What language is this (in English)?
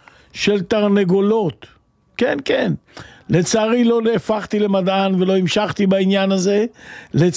Hebrew